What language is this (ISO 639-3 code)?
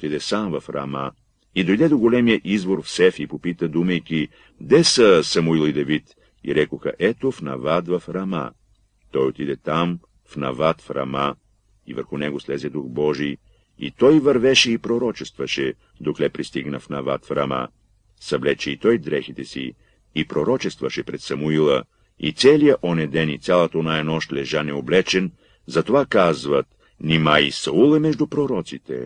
bul